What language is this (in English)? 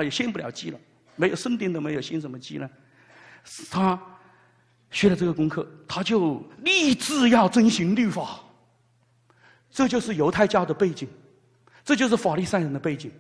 Chinese